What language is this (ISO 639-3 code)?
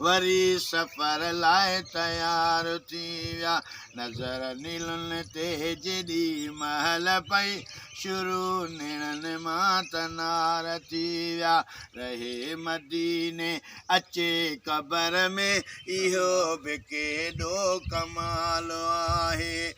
snd